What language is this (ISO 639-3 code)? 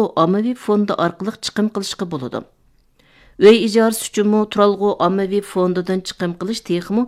uig